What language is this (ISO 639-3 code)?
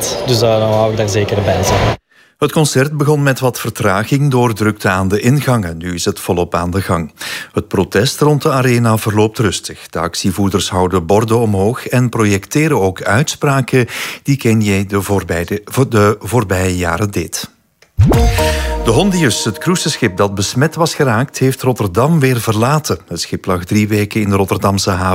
nld